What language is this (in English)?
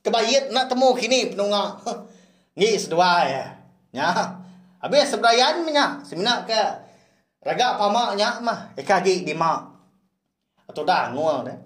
Iban